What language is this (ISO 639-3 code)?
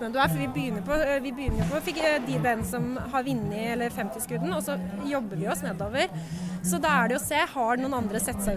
nor